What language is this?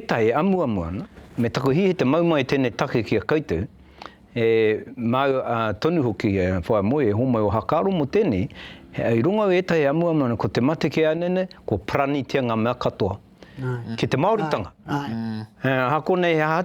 Māori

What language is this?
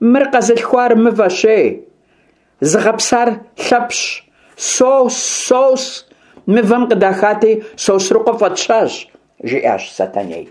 Kabardian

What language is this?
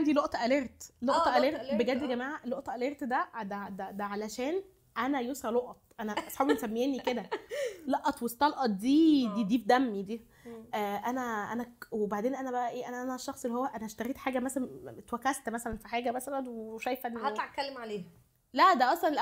Egyptian Arabic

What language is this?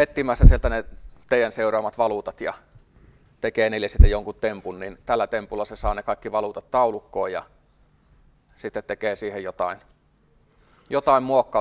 Finnish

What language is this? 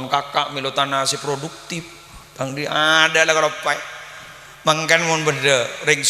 Madurese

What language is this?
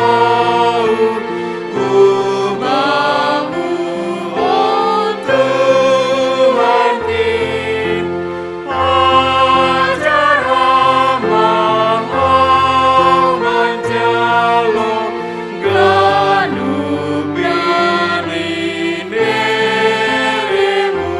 Batak Simalungun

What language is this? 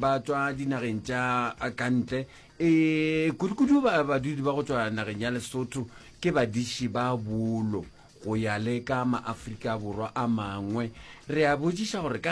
Northern Sotho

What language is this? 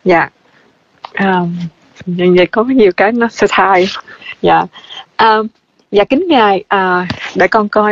Vietnamese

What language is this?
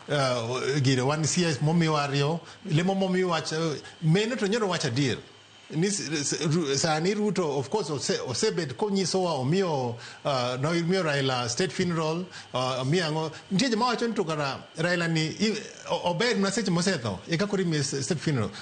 Luo (Kenya and Tanzania)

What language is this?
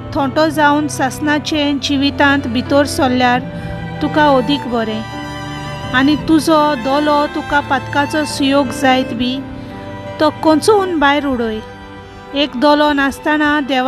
Konkani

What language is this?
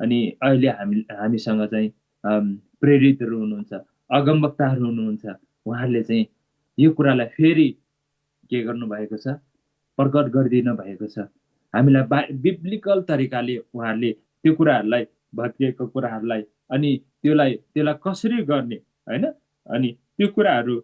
Nepali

